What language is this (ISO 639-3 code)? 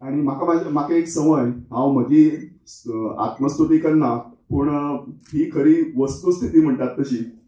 kok